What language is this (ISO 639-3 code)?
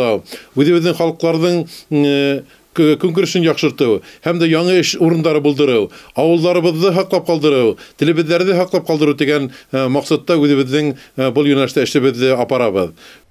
bak